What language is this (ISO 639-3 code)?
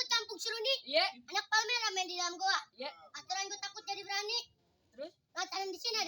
bew